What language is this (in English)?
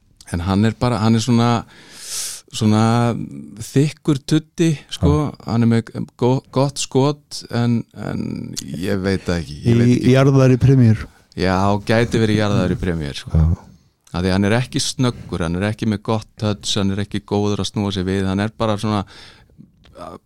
Icelandic